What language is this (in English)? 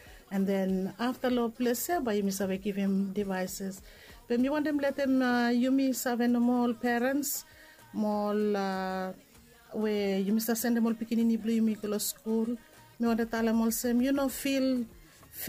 Bislama